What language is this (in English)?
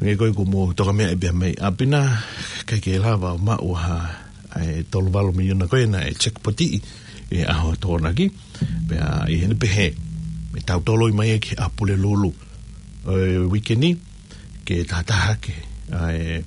Tongan